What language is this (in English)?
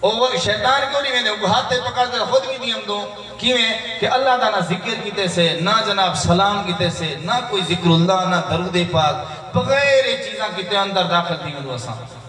Saraiki